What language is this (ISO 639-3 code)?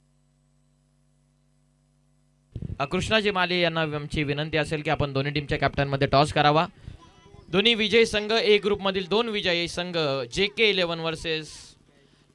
mar